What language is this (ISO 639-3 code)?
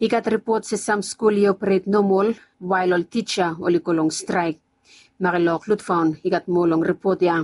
bis